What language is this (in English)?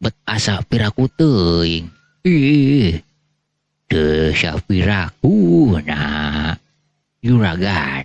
Sundanese